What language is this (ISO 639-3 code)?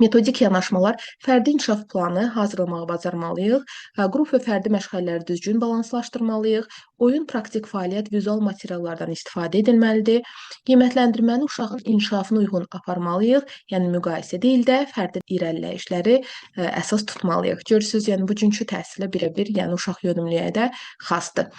aze